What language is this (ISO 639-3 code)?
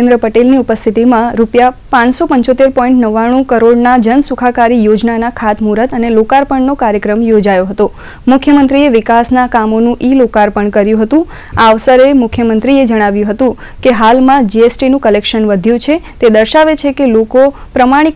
guj